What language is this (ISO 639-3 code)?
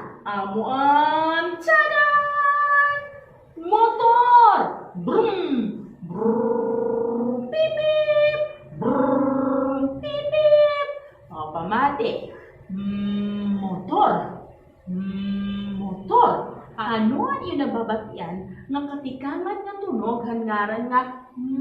war